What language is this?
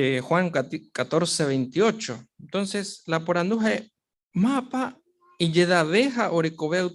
Guarani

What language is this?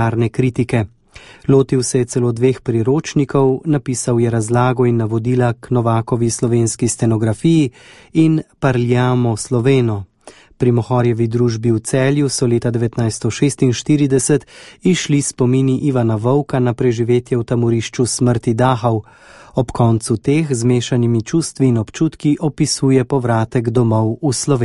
Slovenian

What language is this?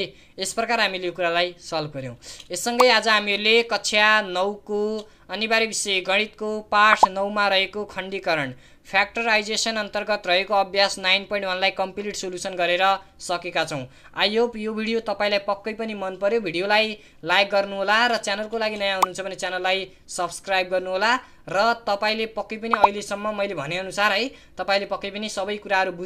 Nepali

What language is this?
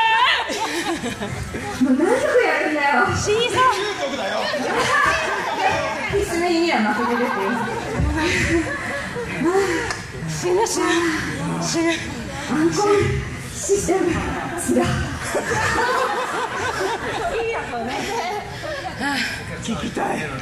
Japanese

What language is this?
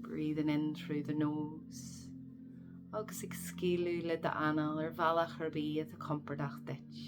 Irish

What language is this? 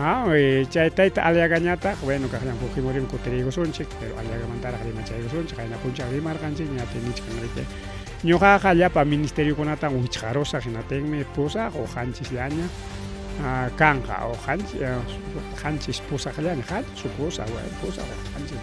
Ayacucho Quechua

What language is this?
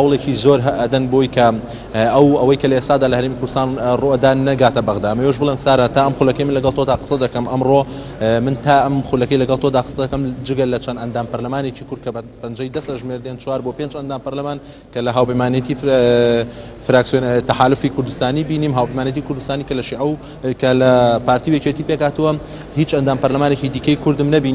Central Kurdish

